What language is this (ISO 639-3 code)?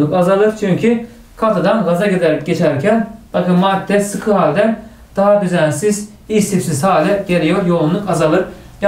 tur